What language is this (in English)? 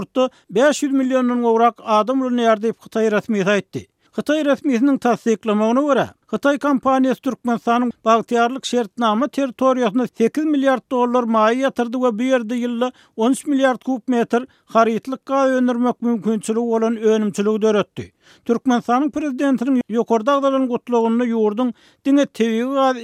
Turkmen